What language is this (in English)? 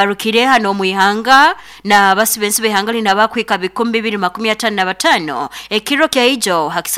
Nyoro